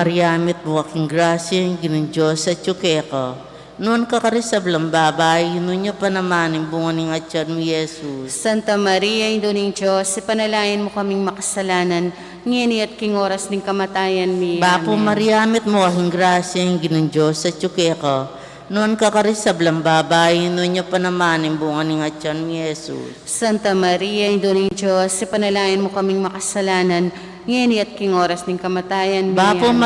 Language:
Pampanga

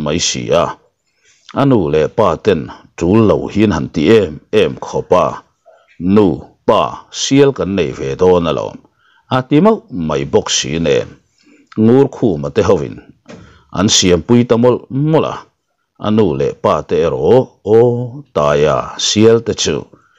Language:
Mizo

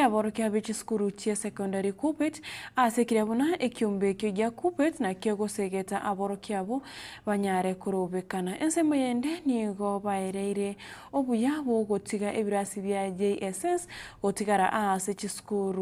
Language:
Gusii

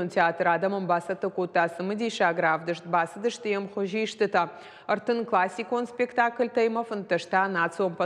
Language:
Ossetic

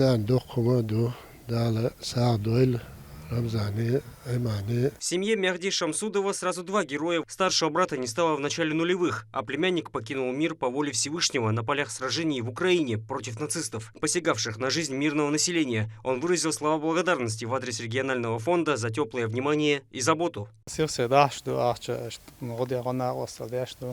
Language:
Chechen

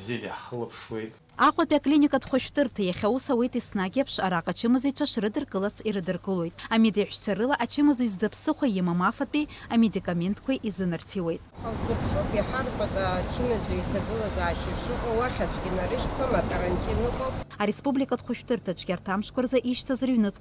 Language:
Abkhazian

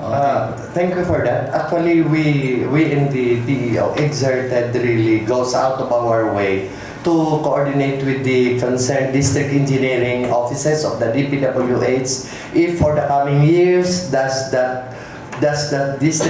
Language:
Hiligaynon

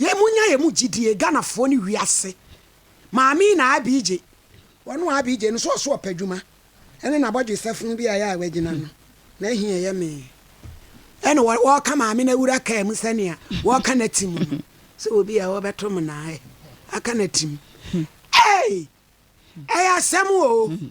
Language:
Akan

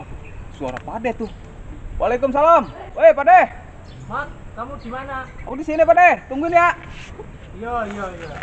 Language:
Betawi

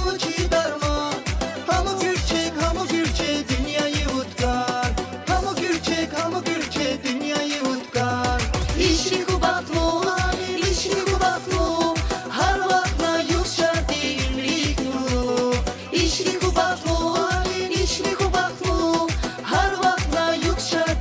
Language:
Tabassaran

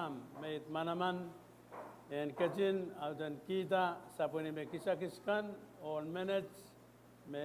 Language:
Pohnpeian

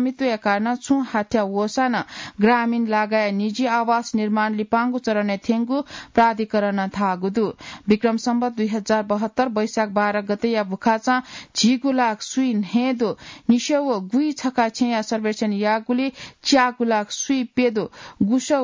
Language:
Newari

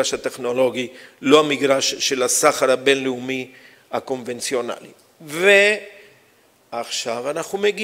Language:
Hebrew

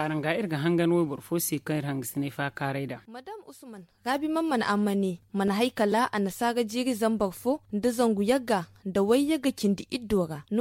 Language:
Zarma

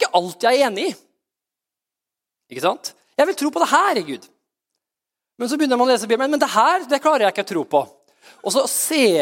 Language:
Norwegian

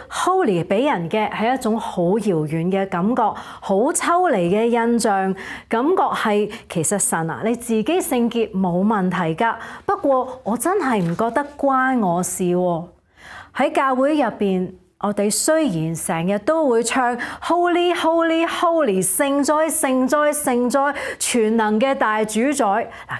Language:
Cantonese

